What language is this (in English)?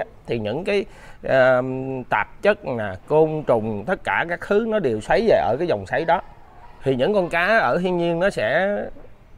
Vietnamese